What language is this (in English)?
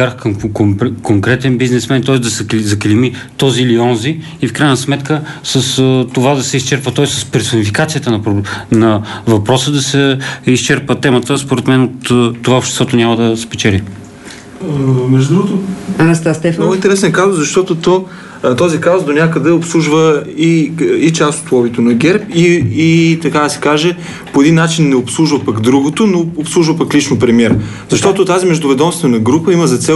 Bulgarian